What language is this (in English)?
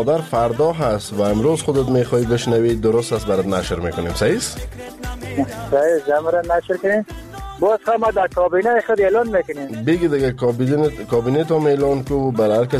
Persian